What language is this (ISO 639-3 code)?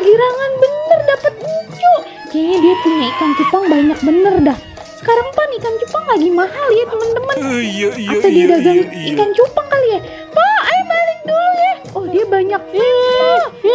bew